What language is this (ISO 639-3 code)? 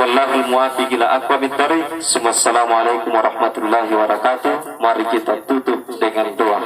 bug